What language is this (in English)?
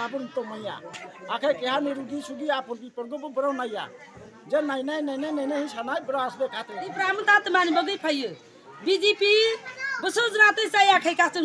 Kok Borok